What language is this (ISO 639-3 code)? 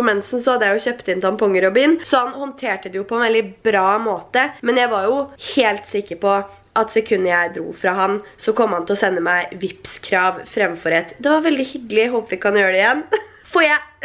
nor